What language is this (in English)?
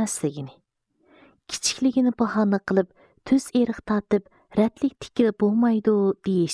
Uyghur